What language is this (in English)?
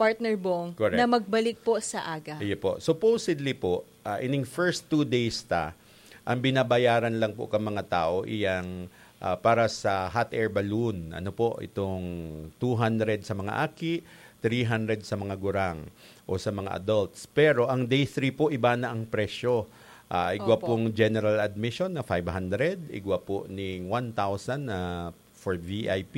Bikol